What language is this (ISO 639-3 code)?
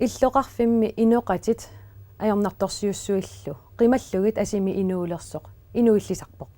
kal